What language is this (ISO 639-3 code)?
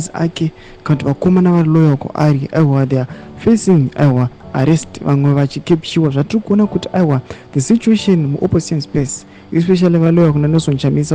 sna